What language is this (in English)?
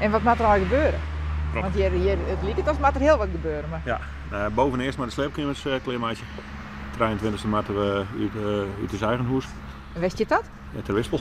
Western Frisian